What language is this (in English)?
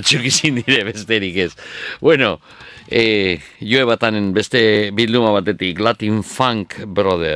Basque